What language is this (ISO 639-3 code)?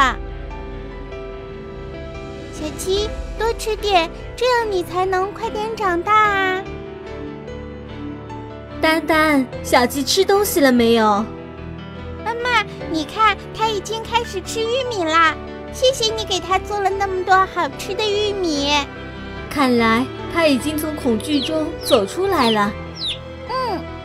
zho